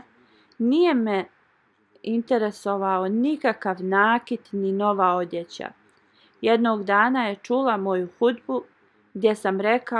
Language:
Bosnian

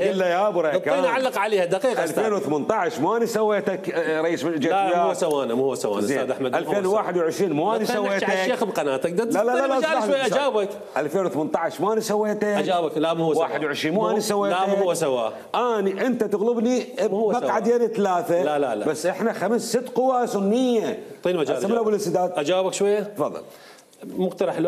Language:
Mesopotamian Arabic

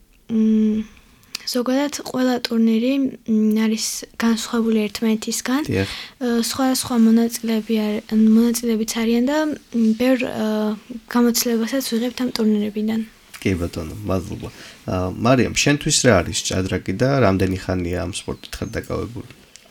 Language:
Georgian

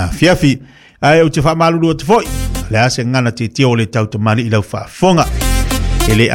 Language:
Samoan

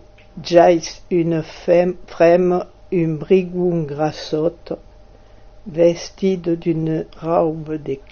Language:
Occitan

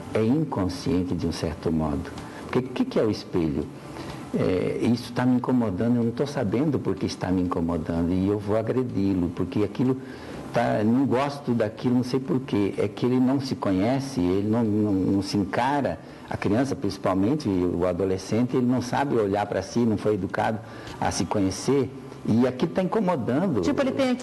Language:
Portuguese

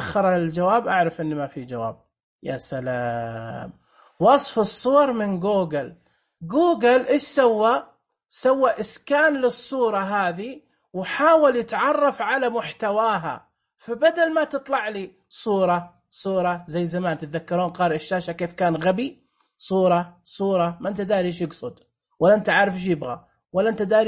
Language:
Najdi Arabic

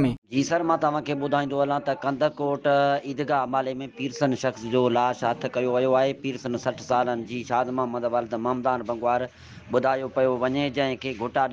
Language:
Sindhi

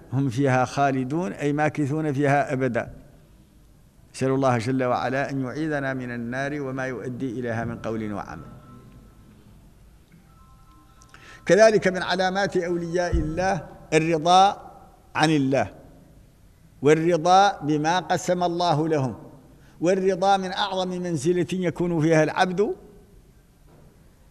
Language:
Arabic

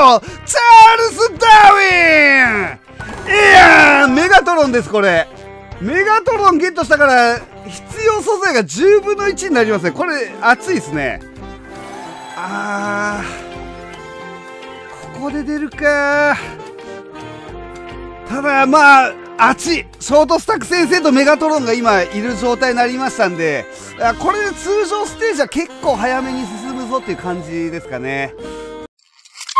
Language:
Japanese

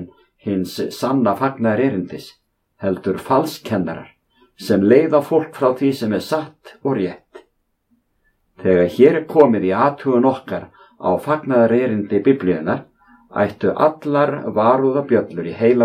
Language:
Icelandic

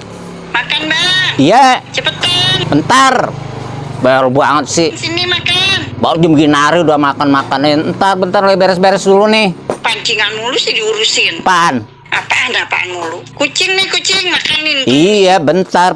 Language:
Betawi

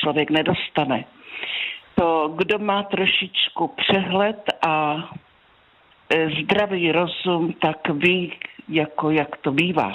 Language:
Czech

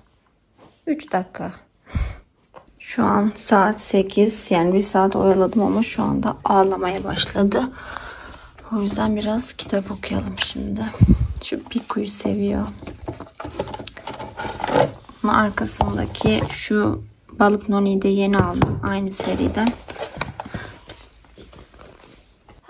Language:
Turkish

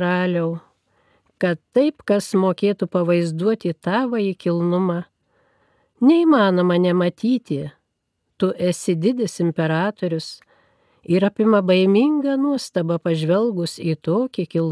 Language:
Lithuanian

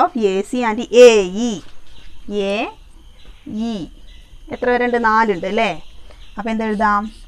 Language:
Malayalam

